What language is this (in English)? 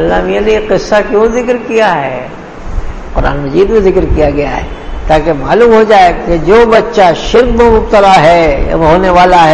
Urdu